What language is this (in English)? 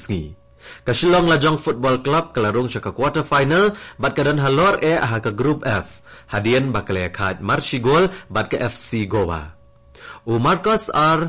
Khasi